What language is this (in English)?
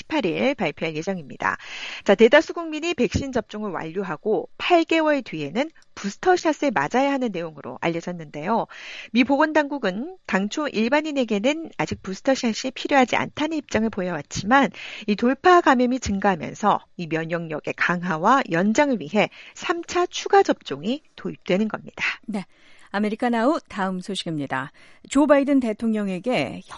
Korean